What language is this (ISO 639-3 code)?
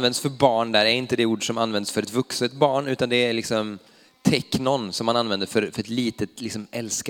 swe